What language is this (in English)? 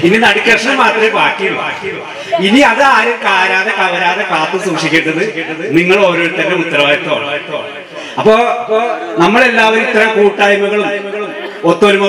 Malayalam